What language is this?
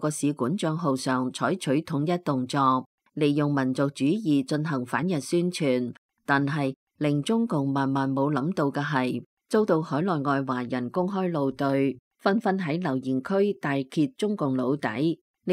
Cantonese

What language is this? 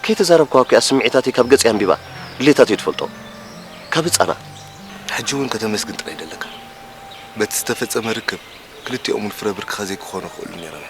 Tigrinya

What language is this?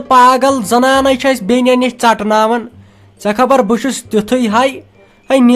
Kashmiri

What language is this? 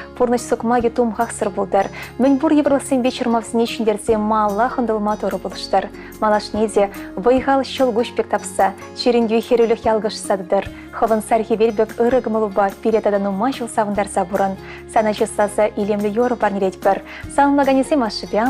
Chuvash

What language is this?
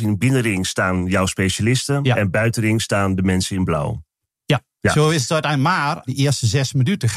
Dutch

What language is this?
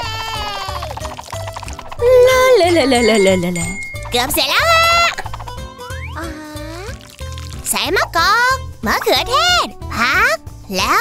Thai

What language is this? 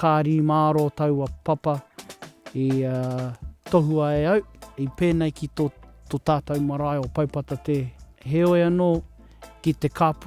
Māori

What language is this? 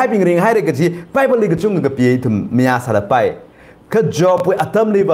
Tangkhul Naga (India)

